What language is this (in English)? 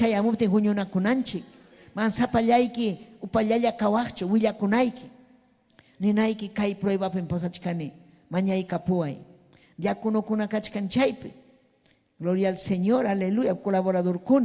Ayacucho Quechua